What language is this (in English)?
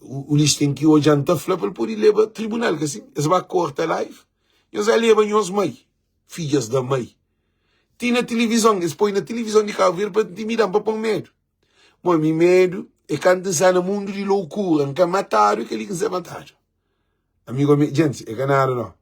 Kabuverdianu